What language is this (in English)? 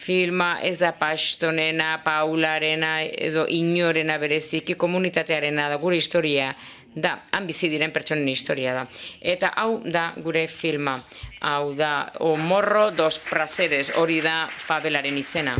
Basque